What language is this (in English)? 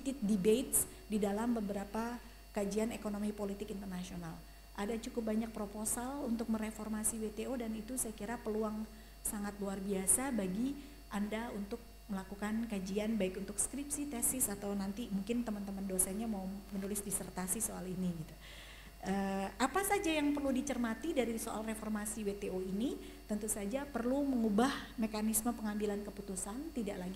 Indonesian